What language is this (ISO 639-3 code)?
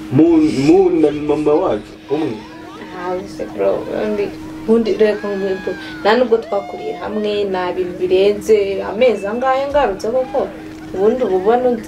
kin